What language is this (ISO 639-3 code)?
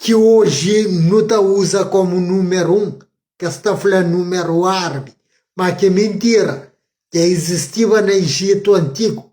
kea